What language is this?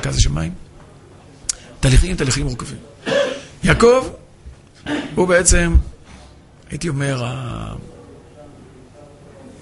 Hebrew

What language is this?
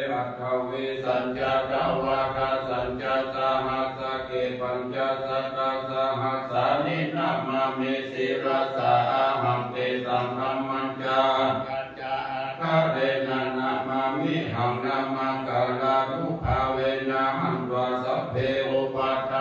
Pali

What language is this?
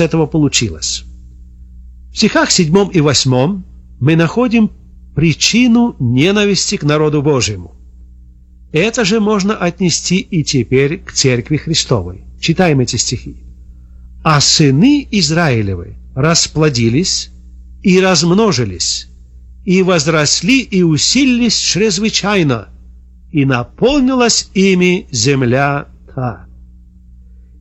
Russian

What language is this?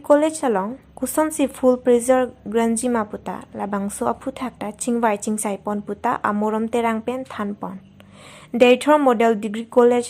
Karbi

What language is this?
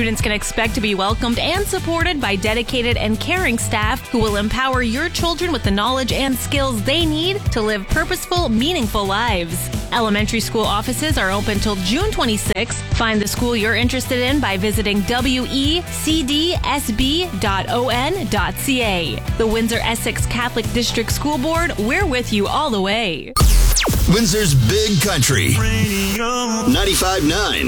English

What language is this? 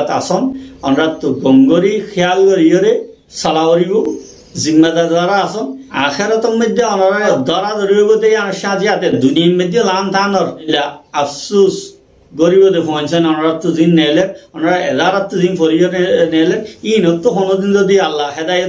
Rohingya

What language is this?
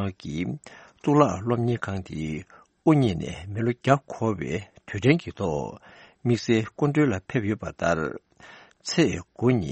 Tibetan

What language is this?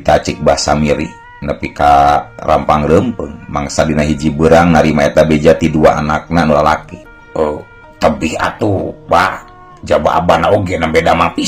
Sundanese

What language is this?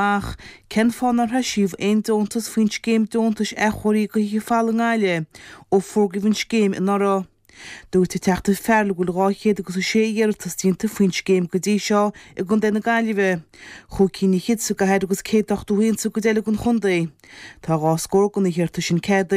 Irish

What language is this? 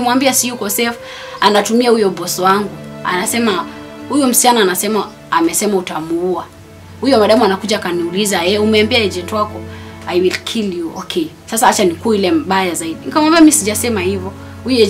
Swahili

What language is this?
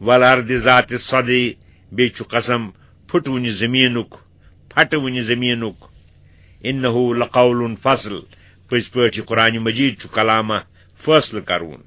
Kashmiri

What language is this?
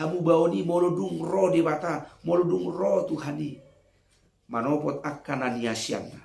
Batak Toba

